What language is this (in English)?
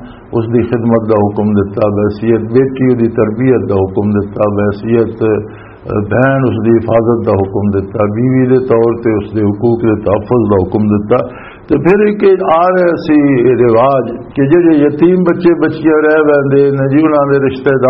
Western Panjabi